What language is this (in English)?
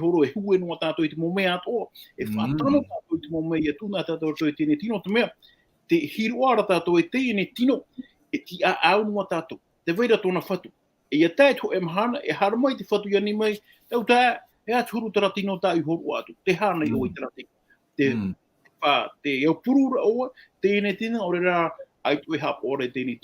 Tahitian